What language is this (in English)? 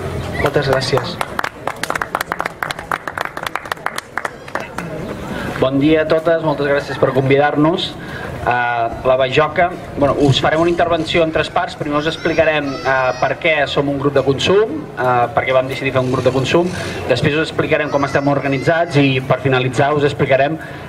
Catalan